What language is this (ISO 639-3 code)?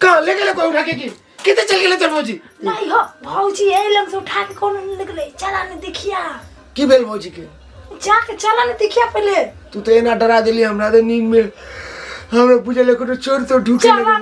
mai